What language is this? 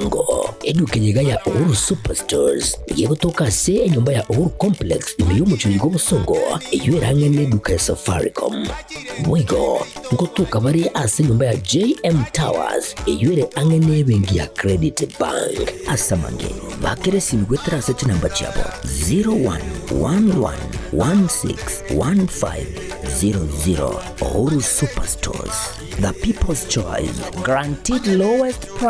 Gusii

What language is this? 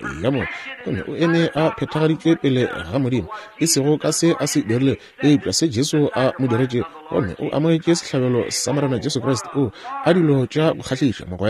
Northern Sotho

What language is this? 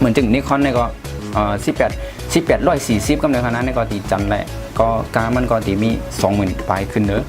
Shan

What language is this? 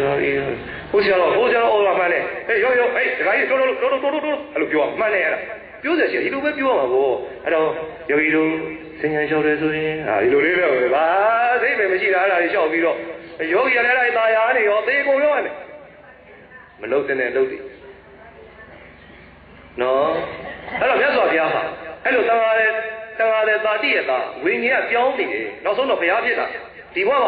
Burmese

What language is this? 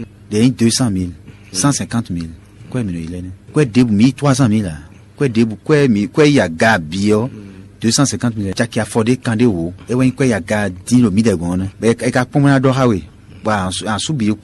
Fon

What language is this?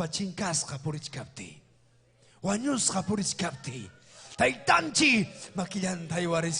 Ayacucho Quechua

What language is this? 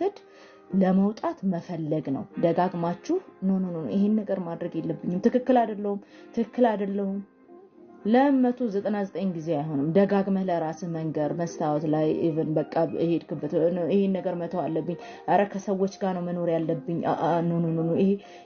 Amharic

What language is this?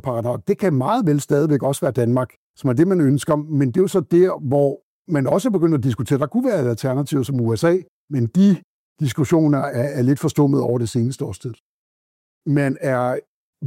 Danish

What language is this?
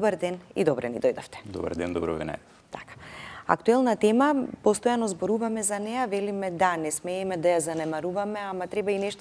Macedonian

